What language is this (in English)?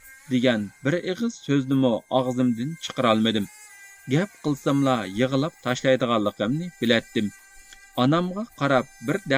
Uyghur